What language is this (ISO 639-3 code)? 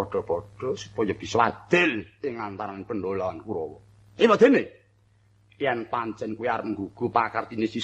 jav